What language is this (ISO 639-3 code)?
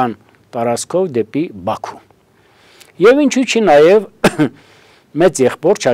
hye